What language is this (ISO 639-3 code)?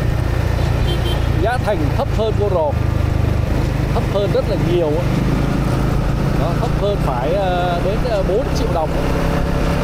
vie